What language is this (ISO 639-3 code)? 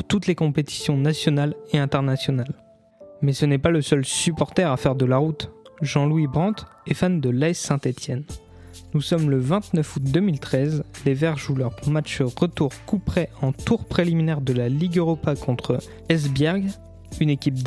fra